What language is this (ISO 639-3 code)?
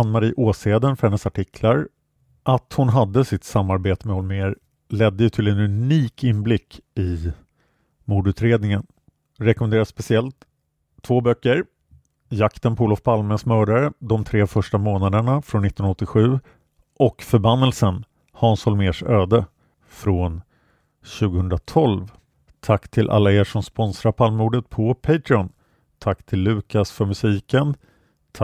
swe